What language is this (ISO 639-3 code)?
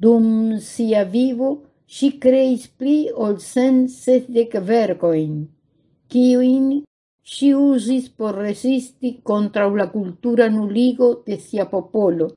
epo